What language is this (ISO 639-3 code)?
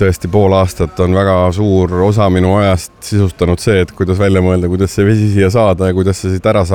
est